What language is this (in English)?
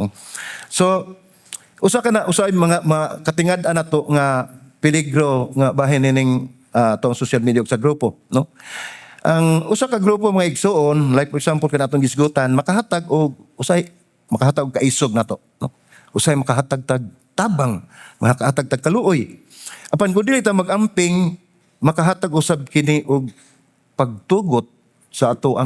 Cebuano